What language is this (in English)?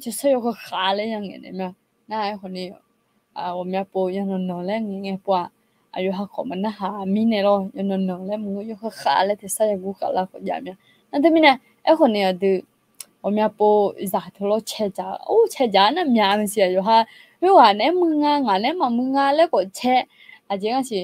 Akha